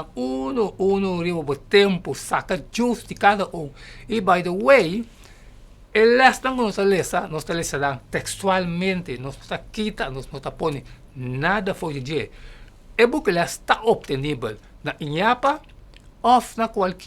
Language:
Papiamento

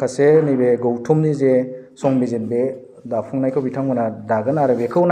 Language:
Bodo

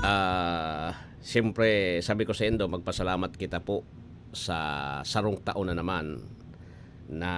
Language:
Bikol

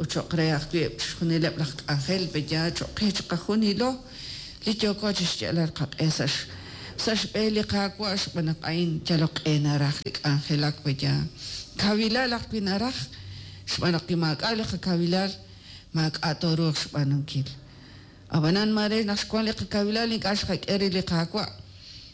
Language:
Kekchí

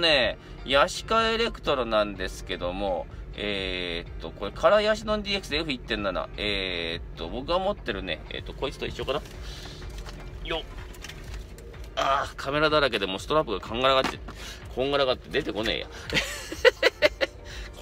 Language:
Japanese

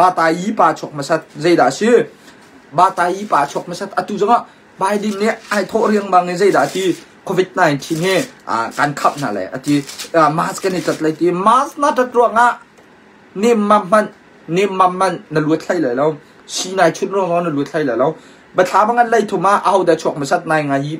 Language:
Hakha Chin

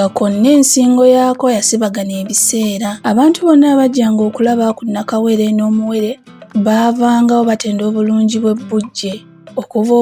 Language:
Ganda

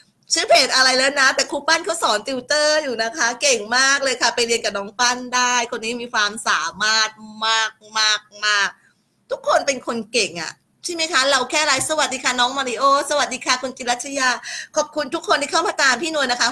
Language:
Thai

